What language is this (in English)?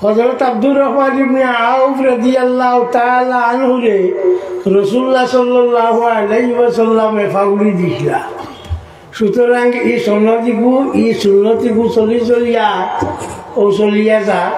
Sylheti